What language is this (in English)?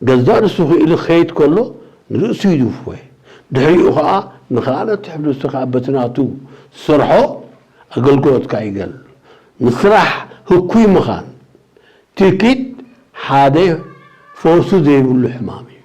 Tigrinya